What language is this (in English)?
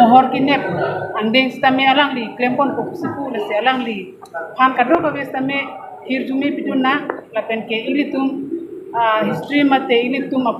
Karbi